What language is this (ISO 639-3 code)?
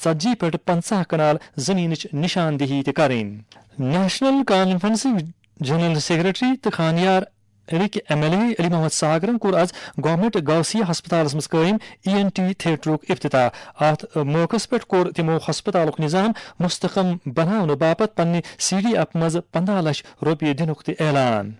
kas